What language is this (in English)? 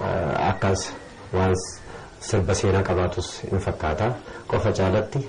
Oromo